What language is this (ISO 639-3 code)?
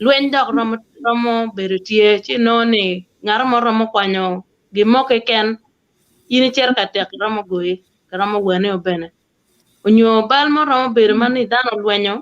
ach